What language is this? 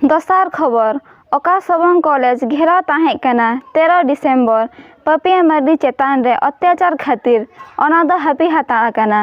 Santali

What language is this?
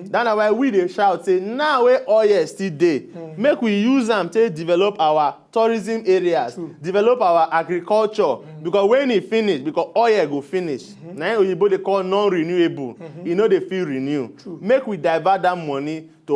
Nigerian Pidgin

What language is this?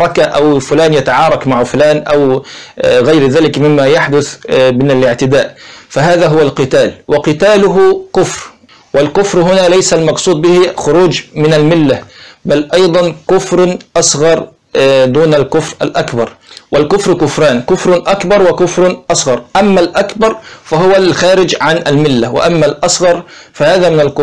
Arabic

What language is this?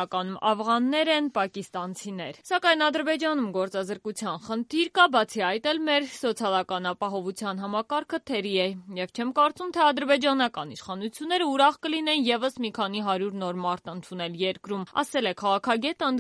Armenian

